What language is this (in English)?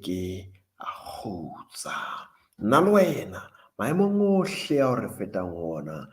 Southern Sotho